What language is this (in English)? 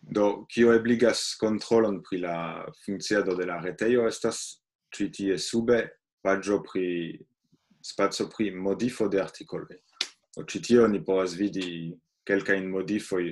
Esperanto